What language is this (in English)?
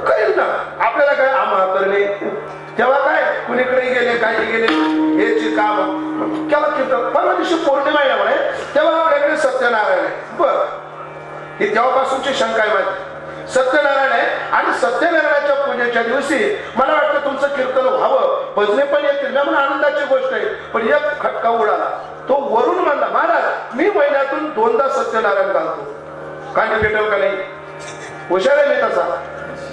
Marathi